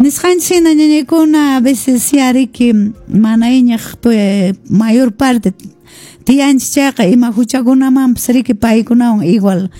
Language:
Quechua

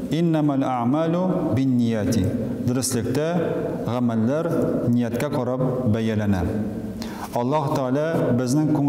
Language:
Tatar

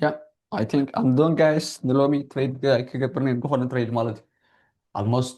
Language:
Tigrinya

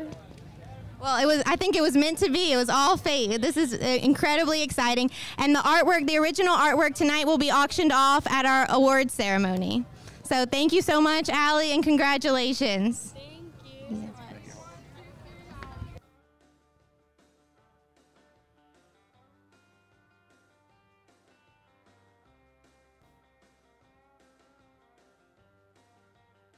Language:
English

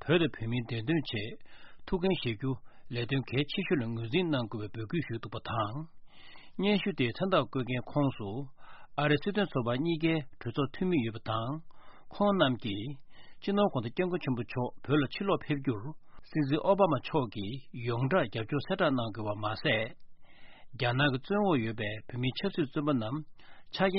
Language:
Tibetan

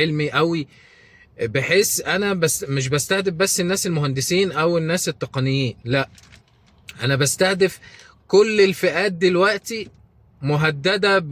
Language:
Egyptian Arabic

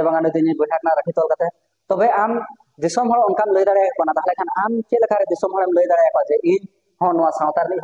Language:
Santali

